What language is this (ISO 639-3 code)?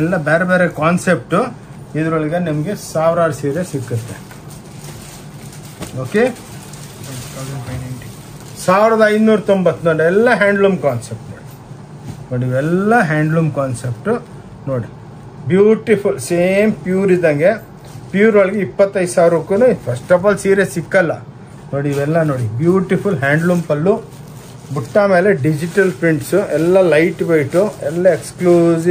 kan